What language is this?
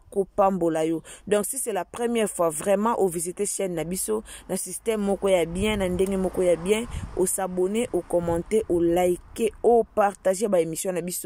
Lingala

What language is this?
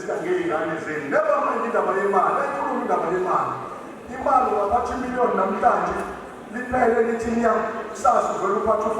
Zulu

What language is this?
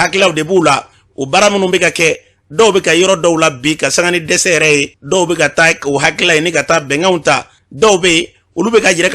Bambara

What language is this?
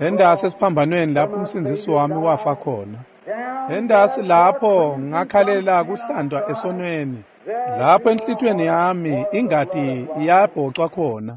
Swati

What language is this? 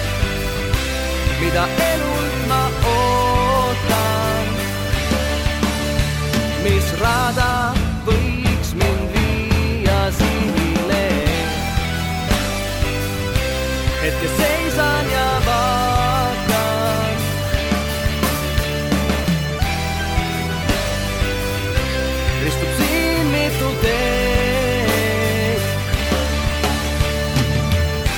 Estonian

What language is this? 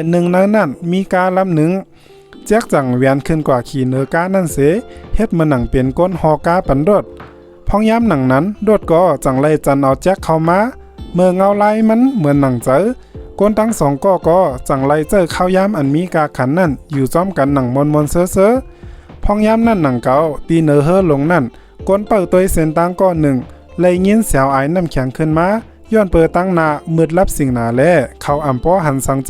Shan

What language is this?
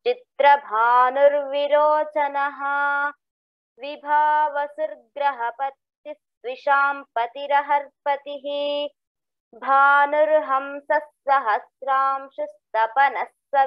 Sanskrit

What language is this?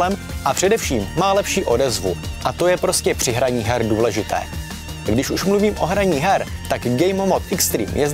Czech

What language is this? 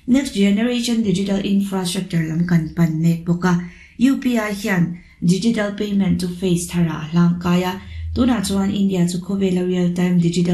Mizo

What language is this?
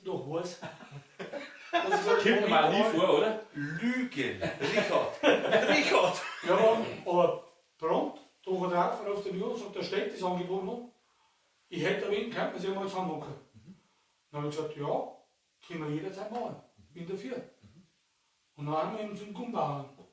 Bavarian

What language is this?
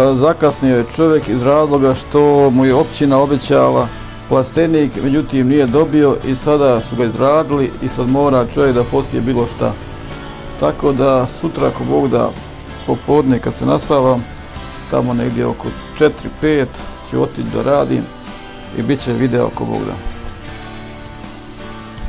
Bosnian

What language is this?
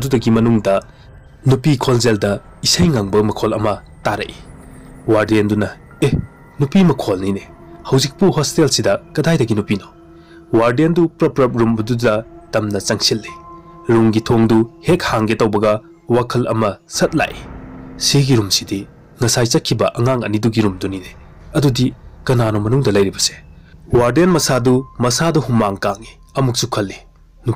Manipuri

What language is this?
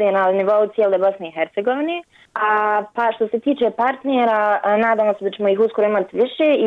Bosnian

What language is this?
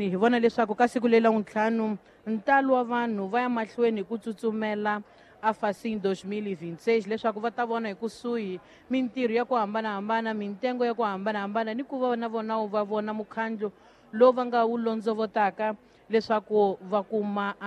Tsonga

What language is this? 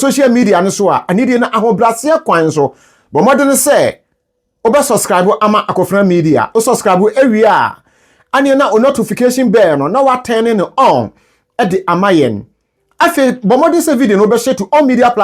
Akan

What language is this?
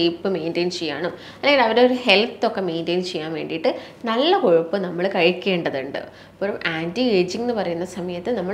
Malayalam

